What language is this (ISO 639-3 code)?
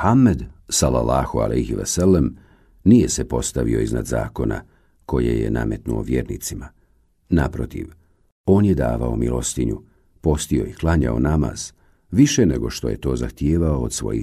bos